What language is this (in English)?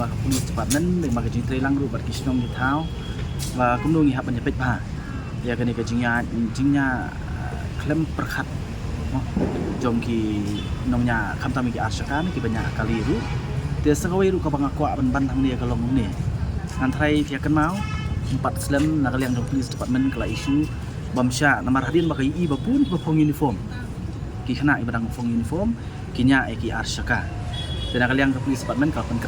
Khasi